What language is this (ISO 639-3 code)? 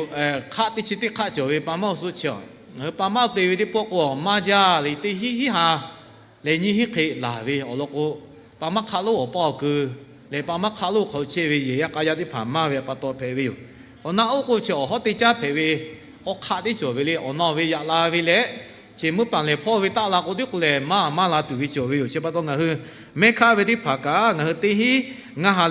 lhu